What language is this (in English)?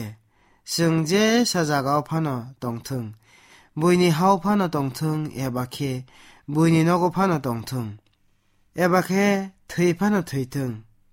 Kok Borok